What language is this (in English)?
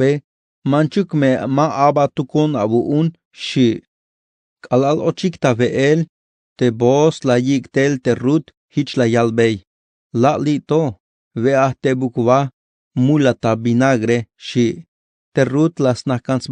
Tzeltal